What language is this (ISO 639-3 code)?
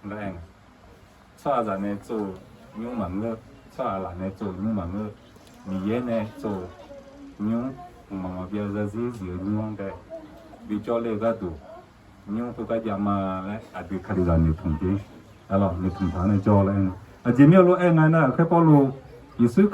ahk